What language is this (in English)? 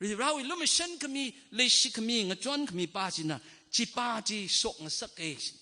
Tangkhul Naga (India)